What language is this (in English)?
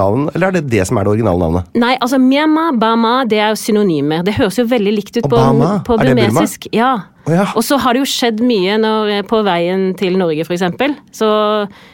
Norwegian